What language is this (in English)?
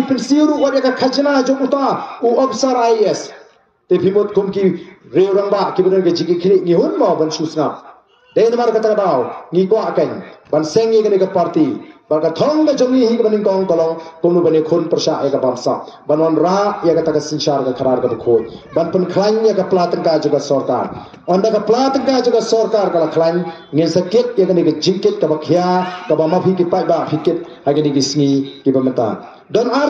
Khasi